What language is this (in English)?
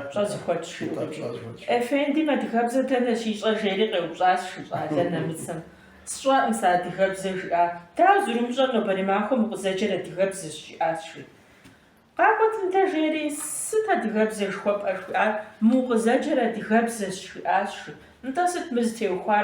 Kabardian